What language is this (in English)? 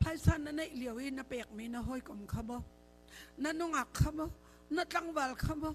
Hakha Chin